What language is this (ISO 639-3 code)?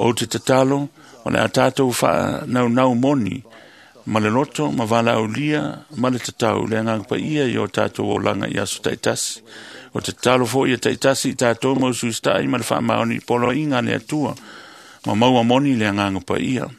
smo